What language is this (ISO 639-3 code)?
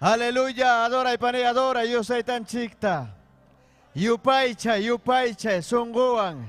quy